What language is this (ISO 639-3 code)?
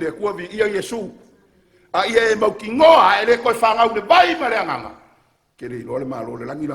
smo